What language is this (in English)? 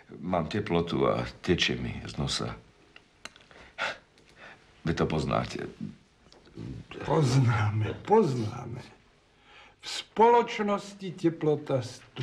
Slovak